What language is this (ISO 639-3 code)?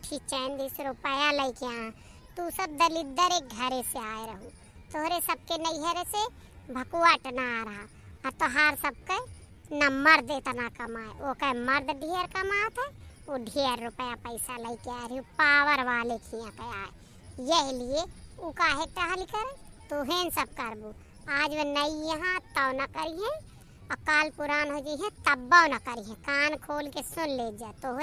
awa